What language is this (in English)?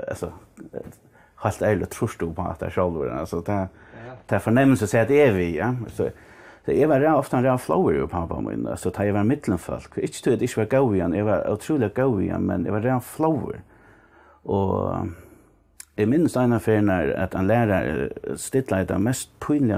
Faroese